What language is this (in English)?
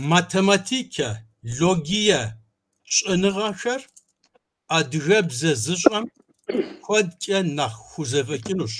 Kabardian